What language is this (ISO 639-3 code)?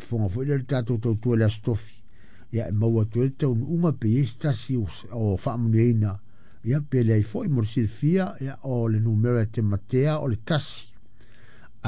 smo